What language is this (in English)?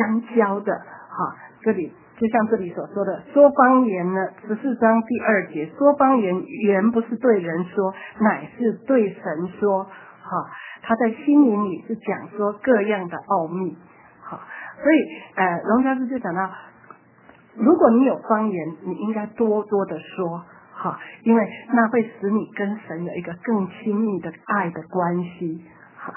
Chinese